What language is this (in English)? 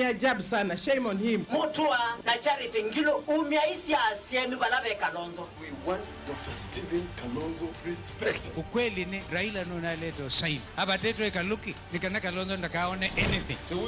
Kamba